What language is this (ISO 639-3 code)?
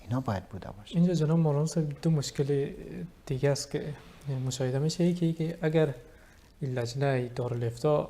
fas